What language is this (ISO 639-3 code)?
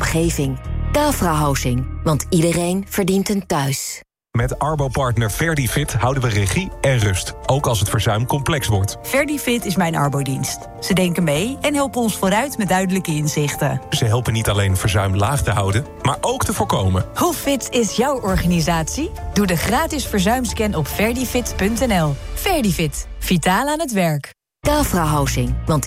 nld